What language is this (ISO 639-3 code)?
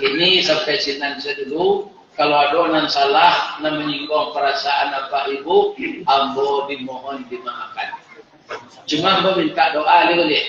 min